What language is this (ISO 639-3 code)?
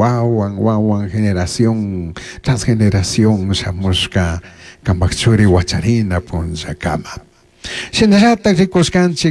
qug